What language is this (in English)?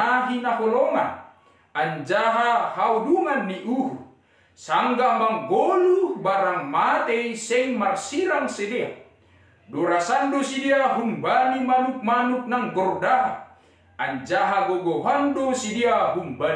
Batak Simalungun